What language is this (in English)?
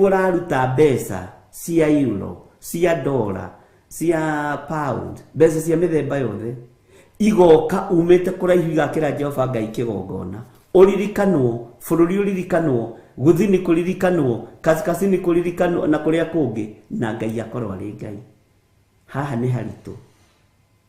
Kikuyu